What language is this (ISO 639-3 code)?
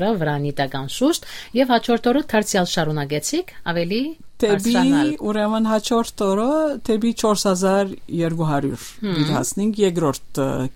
hye